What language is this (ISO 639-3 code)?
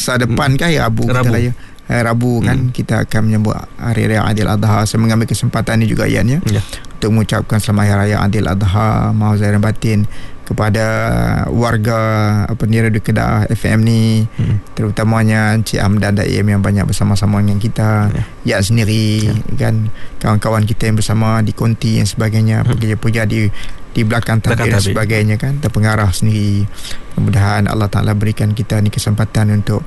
msa